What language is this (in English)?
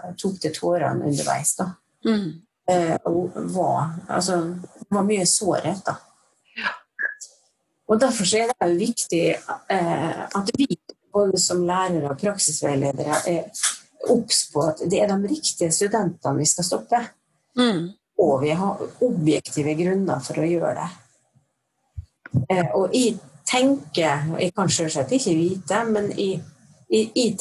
Norwegian